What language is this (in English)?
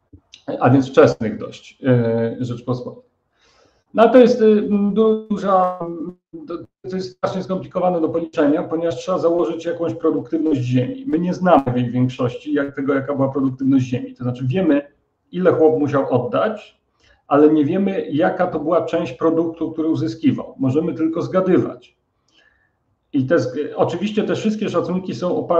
Polish